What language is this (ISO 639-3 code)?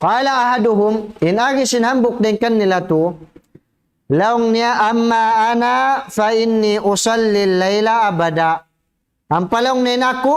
tsg